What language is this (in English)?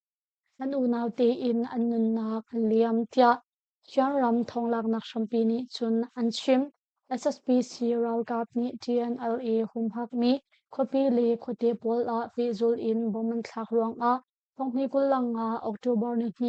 Hakha Chin